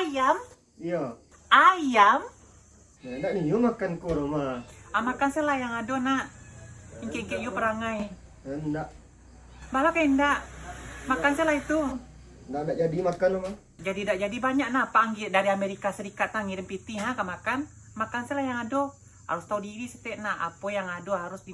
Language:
Minangkabau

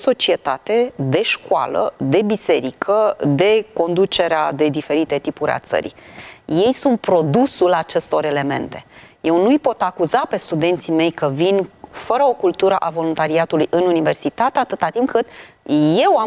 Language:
Romanian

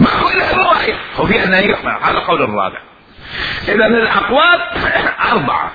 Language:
Mesopotamian Arabic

